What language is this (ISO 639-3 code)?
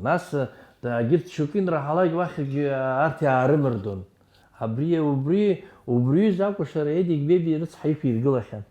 abk